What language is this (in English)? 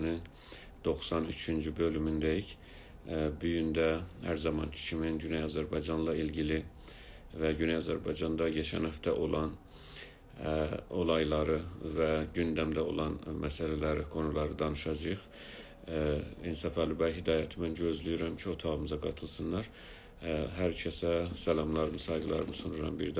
South Azerbaijani